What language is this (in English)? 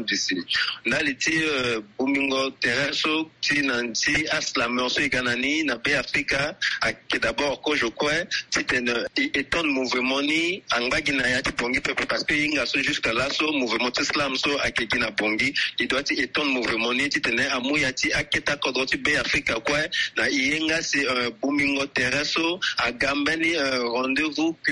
Sango